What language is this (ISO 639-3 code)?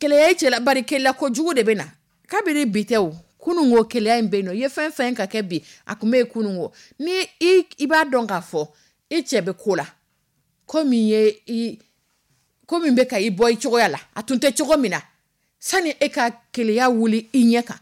dyu